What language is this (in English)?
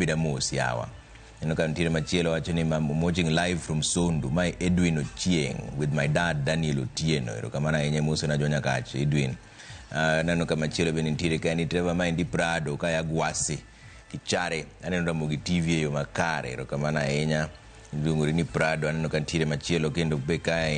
Luo (Kenya and Tanzania)